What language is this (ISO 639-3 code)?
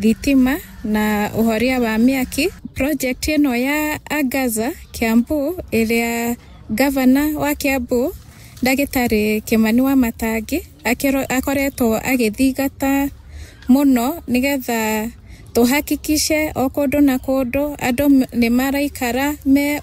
kik